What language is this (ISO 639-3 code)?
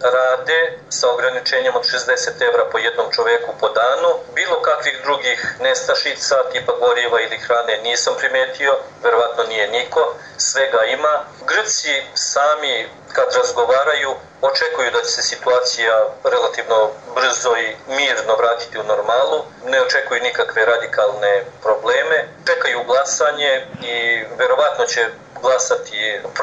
srp